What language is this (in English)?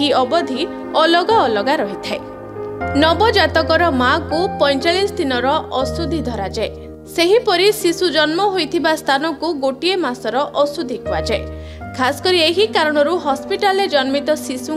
Odia